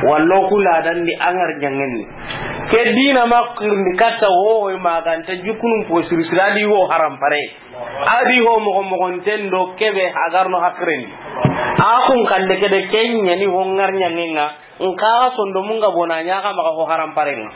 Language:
Soninke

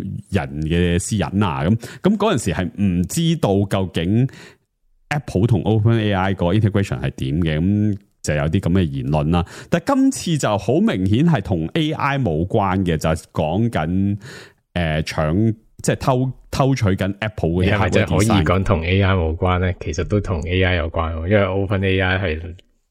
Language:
Cantonese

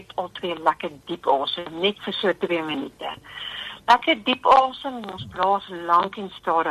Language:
Afrikaans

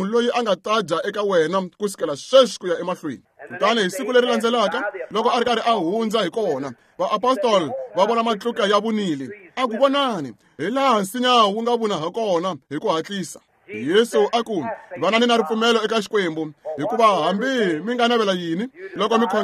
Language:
Tsonga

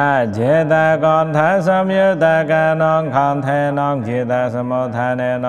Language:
Pali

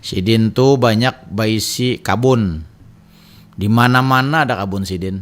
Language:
Banjar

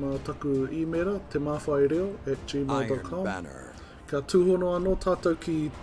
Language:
Māori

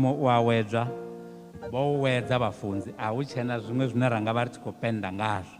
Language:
Venda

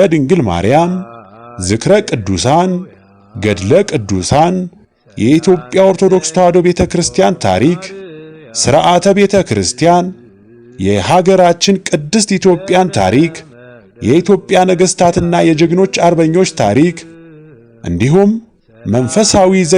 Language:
Amharic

